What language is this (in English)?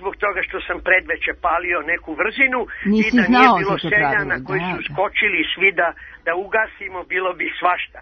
Serbian